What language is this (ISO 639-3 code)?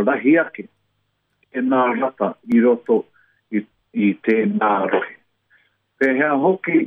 mri